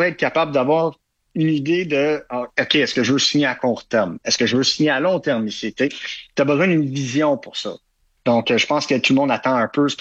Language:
French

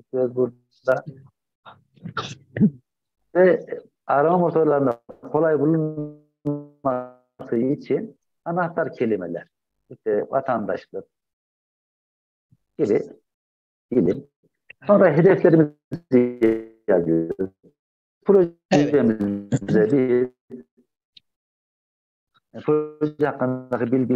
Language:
Turkish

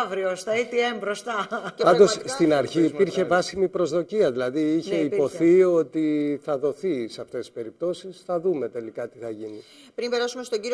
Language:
Greek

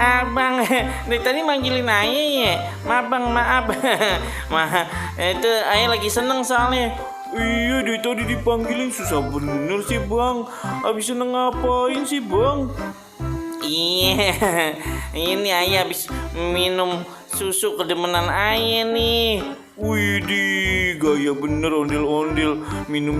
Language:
Betawi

